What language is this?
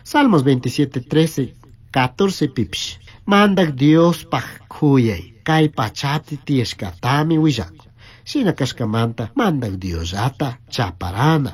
Chimborazo Highland Quichua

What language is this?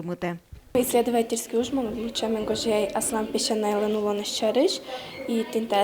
Udmurt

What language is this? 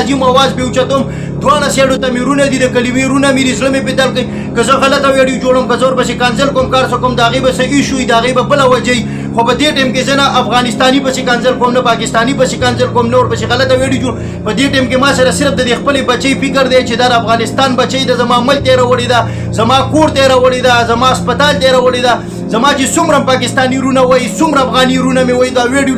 Pashto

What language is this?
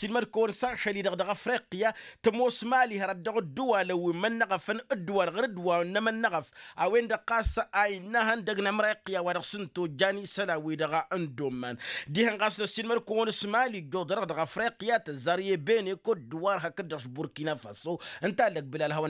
Tamasheq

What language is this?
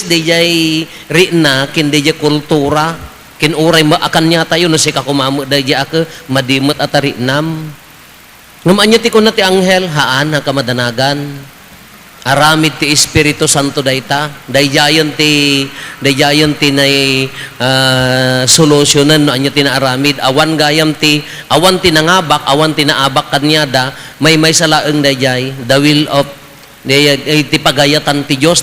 Iloko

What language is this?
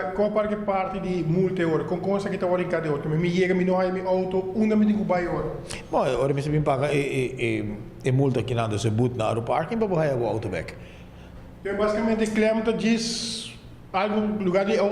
Papiamento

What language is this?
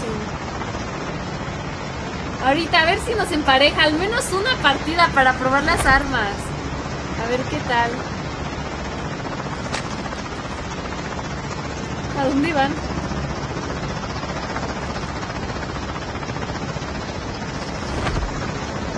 Spanish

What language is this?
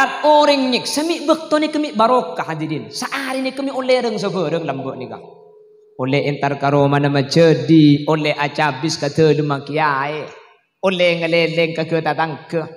Madurese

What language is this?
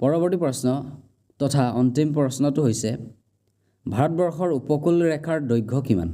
Assamese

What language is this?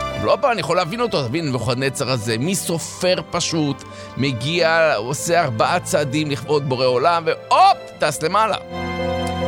Hebrew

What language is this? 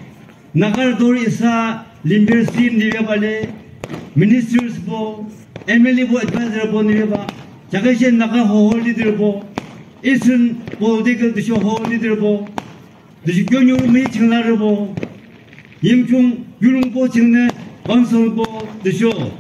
Yimchungru Naga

